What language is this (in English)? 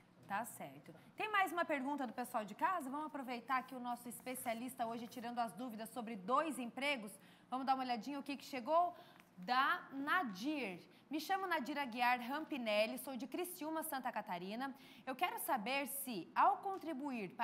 Portuguese